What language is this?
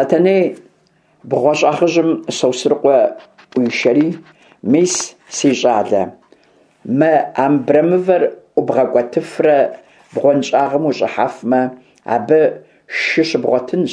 Kabardian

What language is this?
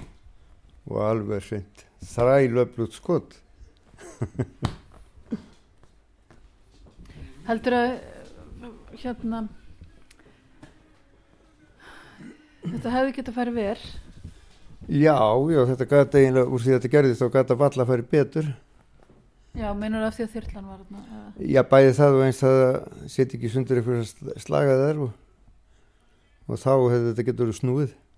Icelandic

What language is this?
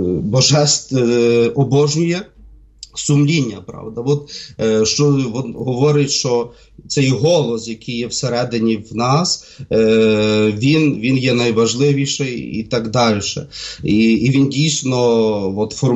Ukrainian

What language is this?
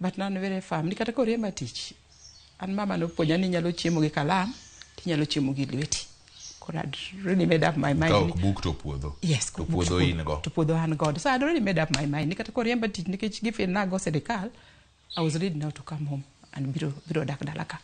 Luo (Kenya and Tanzania)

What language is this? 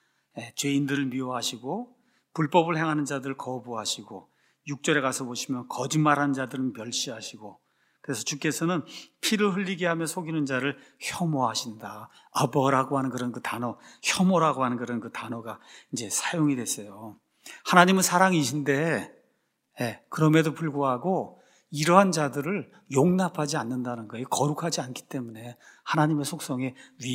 Korean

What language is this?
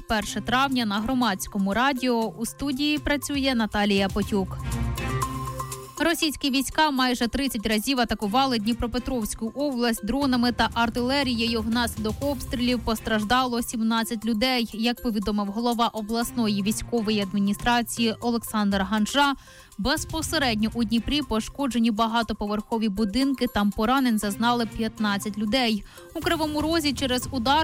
Ukrainian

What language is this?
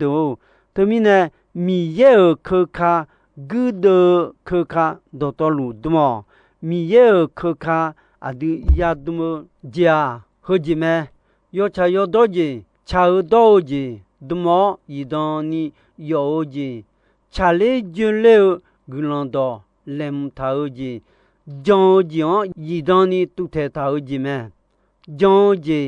Akha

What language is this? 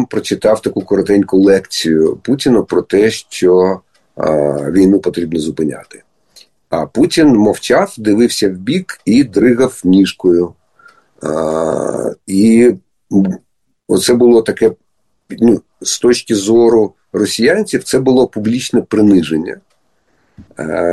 Ukrainian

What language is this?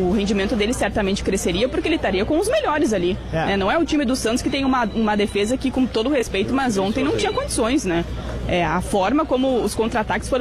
Portuguese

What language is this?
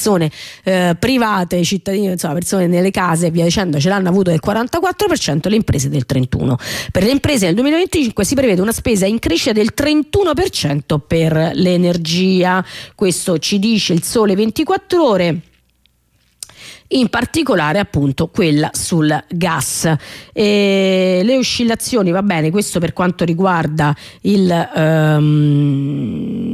Italian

